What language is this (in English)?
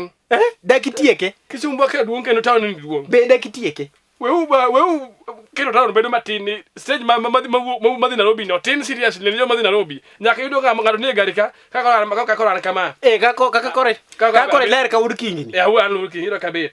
Luo (Kenya and Tanzania)